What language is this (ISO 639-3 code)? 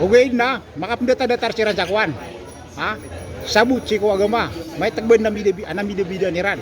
mrw